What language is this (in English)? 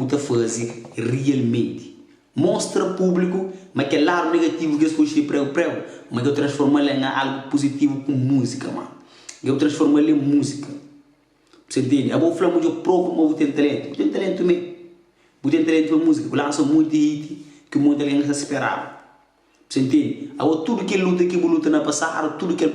Kabuverdianu